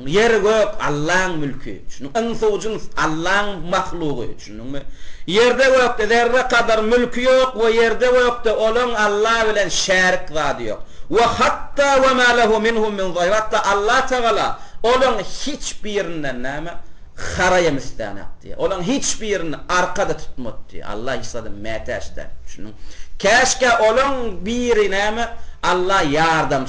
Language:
Turkmen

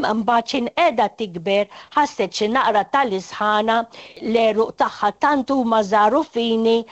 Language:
Maltese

